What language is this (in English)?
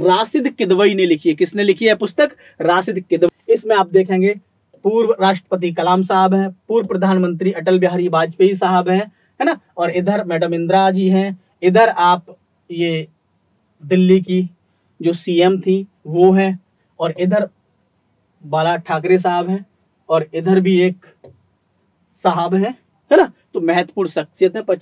Hindi